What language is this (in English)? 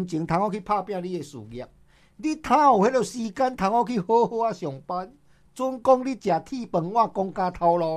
Min Nan Chinese